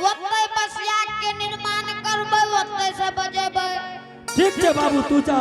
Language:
Angika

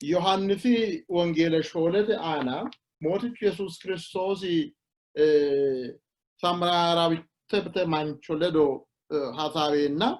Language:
Sidamo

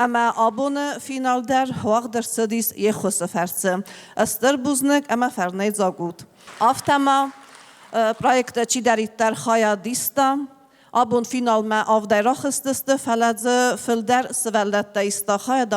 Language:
Ossetic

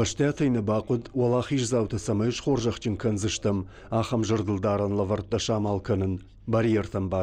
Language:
Ossetic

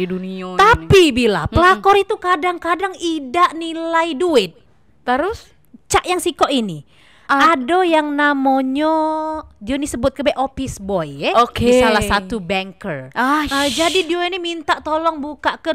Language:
Musi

